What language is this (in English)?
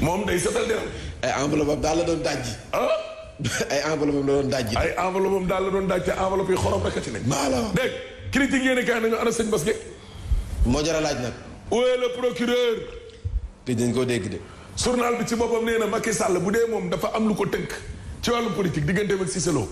Wolof